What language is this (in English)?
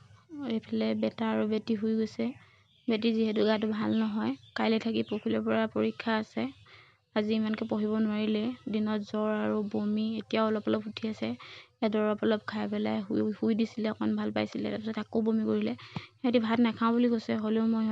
Assamese